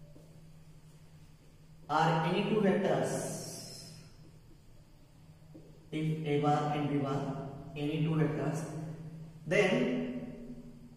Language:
Marathi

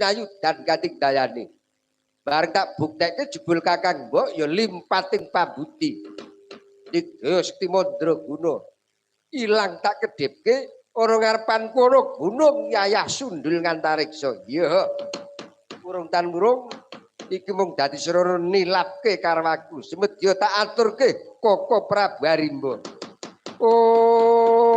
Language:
Javanese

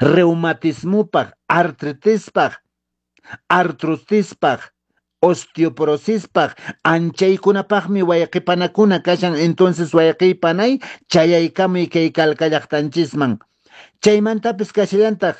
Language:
Quechua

